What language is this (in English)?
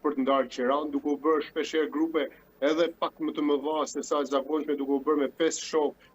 Albanian